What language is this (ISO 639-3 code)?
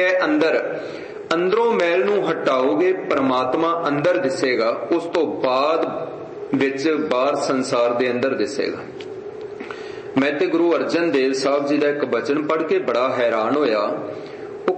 pan